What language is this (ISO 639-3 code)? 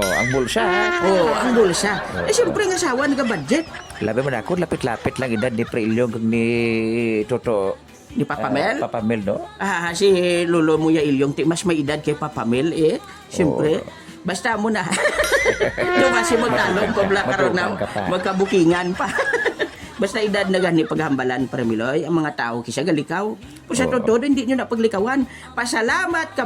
hil